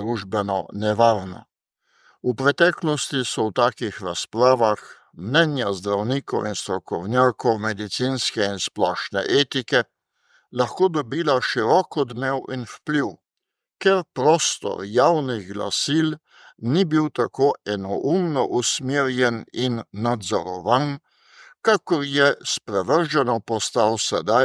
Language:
Slovenian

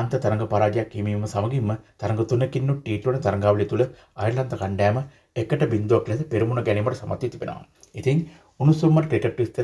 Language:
Sinhala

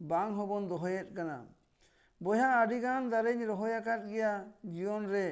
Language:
Santali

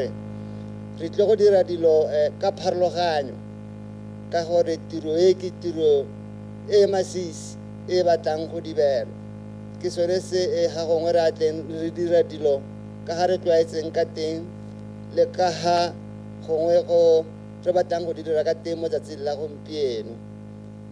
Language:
Tswana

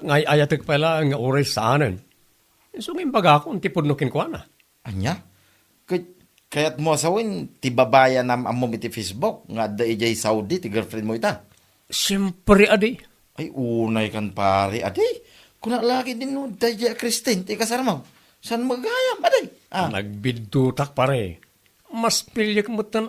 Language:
Iloko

